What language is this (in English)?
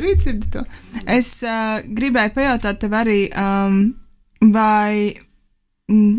Latvian